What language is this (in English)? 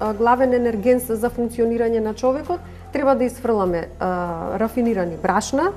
Macedonian